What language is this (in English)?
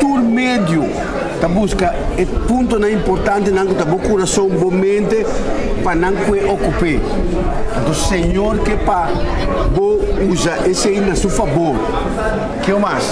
Papiamento